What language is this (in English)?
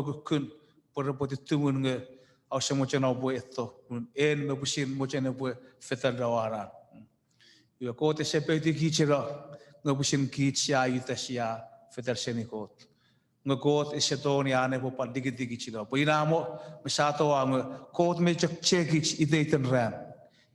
Chuukese